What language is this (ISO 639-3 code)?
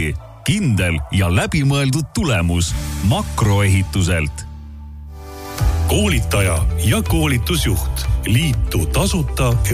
est